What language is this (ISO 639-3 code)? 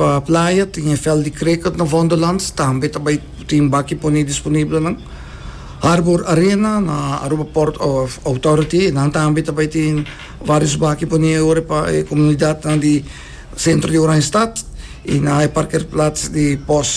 pap